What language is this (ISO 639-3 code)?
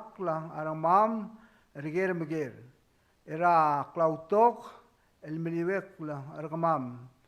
pau